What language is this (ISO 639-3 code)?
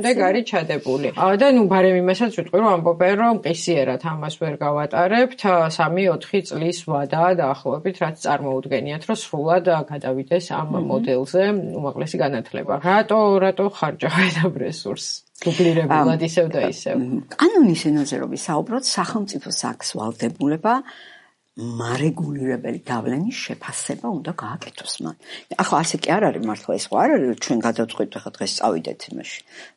kat